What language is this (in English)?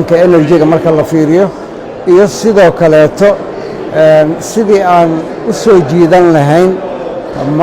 Somali